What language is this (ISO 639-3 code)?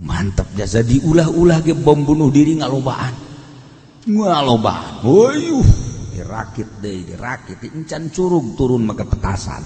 sun